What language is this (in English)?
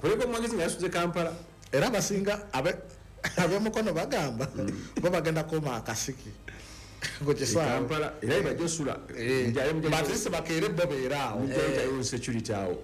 Ganda